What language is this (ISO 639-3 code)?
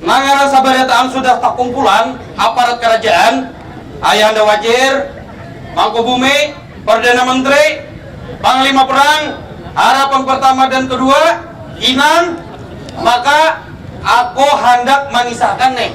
bjn